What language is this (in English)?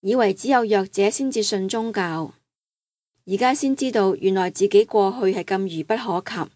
Cantonese